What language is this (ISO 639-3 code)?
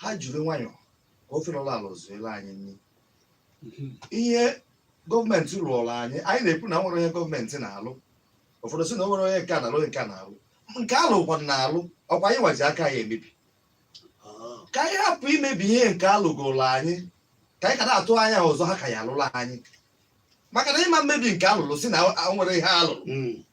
ibo